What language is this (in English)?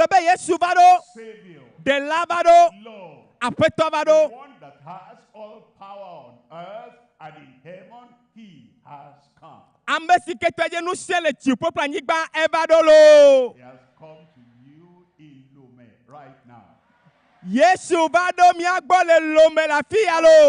Ewe